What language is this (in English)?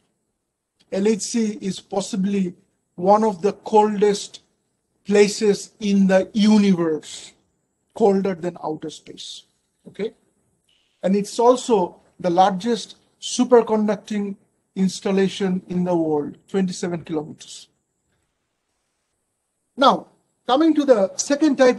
English